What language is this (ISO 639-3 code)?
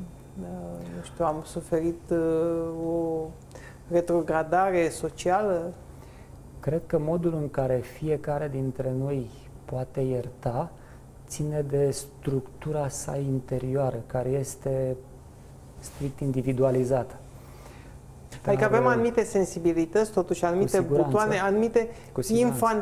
ron